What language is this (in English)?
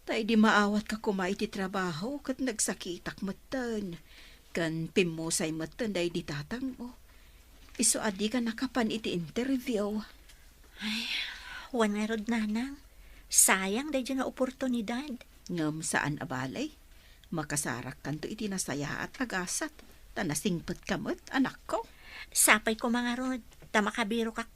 Iloko